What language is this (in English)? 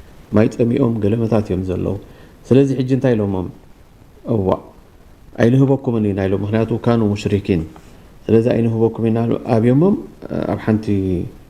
Tigrinya